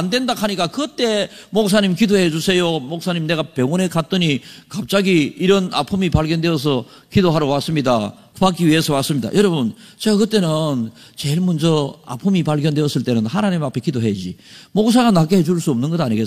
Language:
Korean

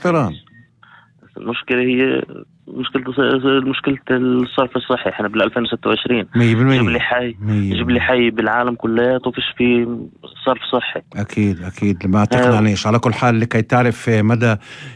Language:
North Levantine Arabic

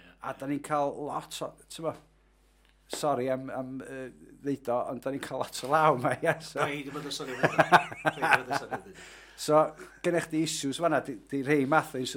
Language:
Welsh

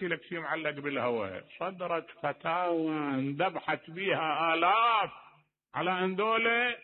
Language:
Mesopotamian Arabic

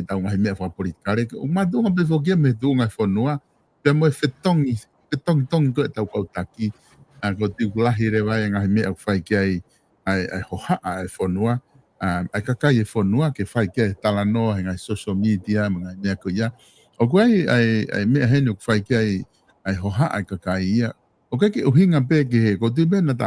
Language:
Tongan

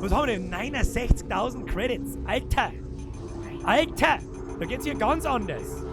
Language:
Bavarian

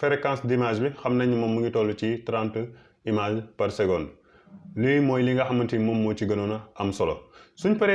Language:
Wolof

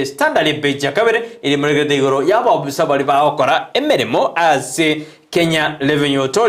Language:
Gusii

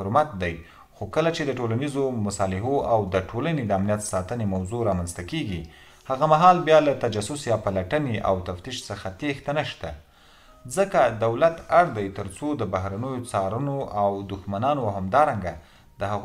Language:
Pashto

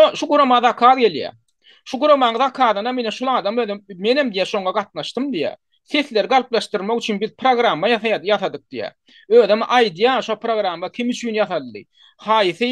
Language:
Turkmen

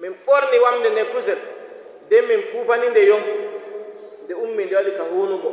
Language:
Nigerian Fulfulde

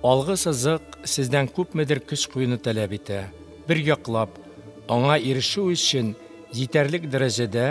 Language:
Tatar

